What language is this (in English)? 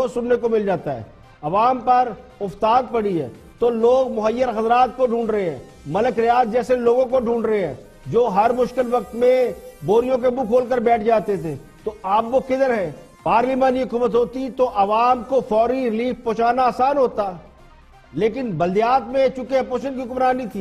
Urdu